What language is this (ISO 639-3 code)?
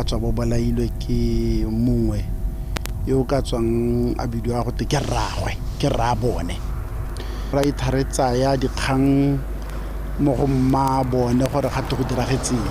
tsn